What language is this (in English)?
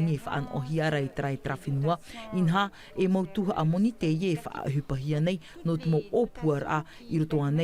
Tahitian